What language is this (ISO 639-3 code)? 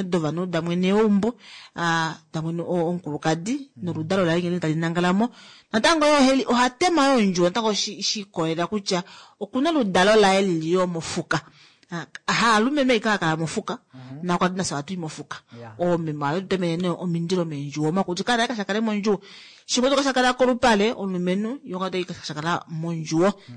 kua